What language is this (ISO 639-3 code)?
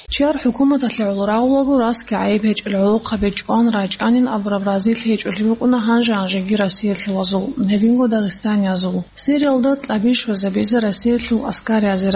ava